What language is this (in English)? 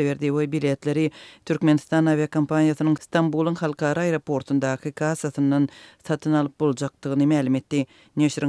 Turkmen